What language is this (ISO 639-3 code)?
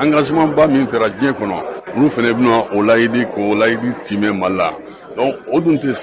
bam